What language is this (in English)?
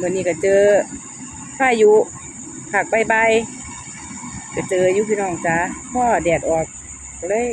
Northeastern Thai